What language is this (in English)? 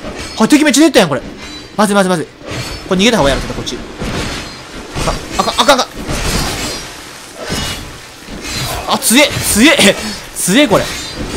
Japanese